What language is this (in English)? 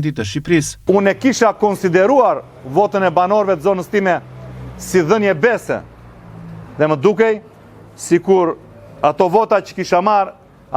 Albanian